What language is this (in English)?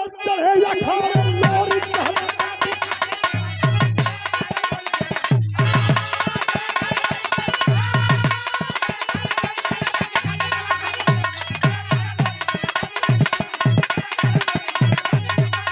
Bhojpuri